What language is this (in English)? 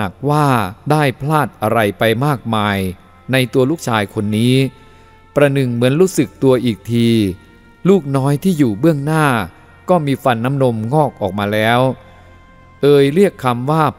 Thai